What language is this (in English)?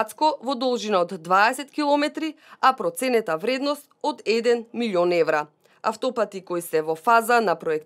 Macedonian